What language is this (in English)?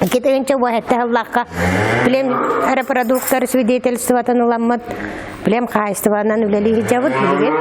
Yakut